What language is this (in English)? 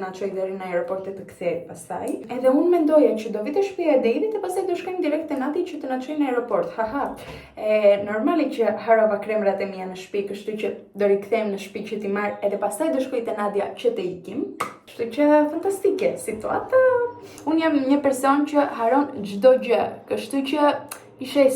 Albanian